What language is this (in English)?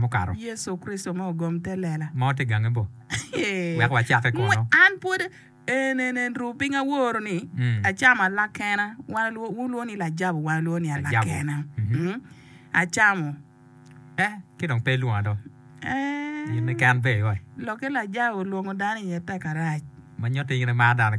Acoli